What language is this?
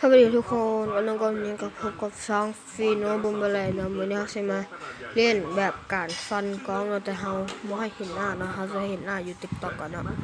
Lao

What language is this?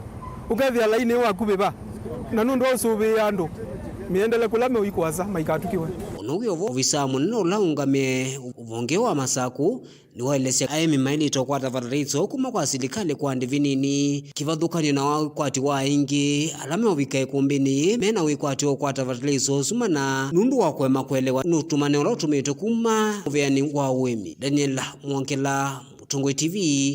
Kamba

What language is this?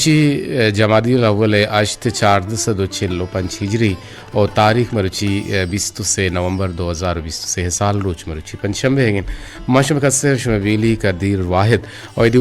Eastern Balochi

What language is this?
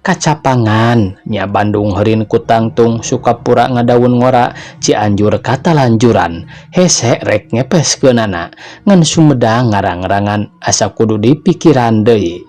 Sundanese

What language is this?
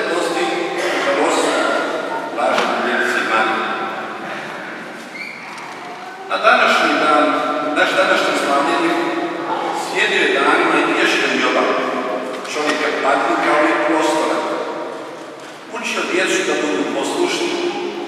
Croatian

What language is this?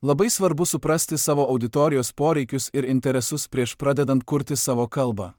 Lithuanian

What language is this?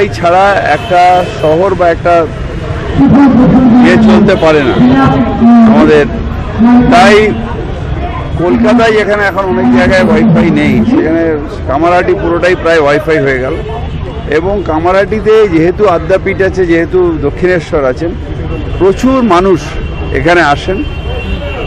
Bangla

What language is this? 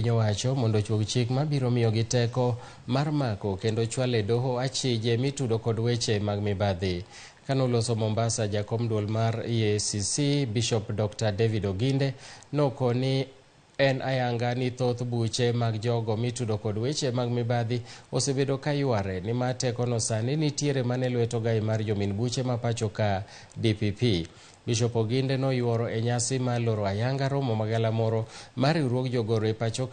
Luo (Kenya and Tanzania)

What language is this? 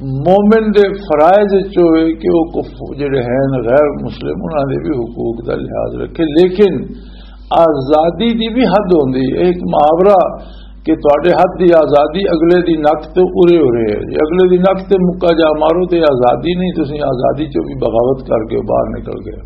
Western Panjabi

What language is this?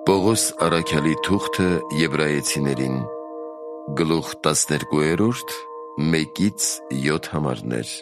Armenian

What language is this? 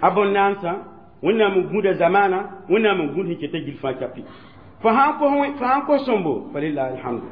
Mossi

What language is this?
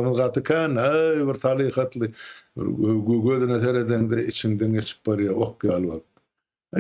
Turkmen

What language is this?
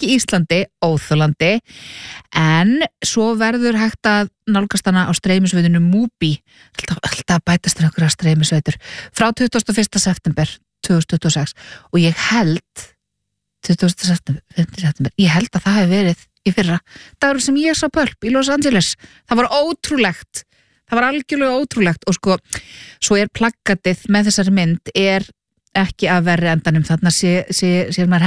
Icelandic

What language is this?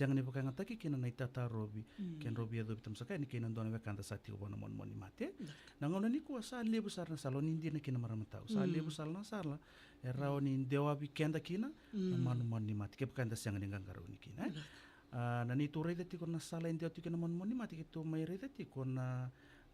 Fijian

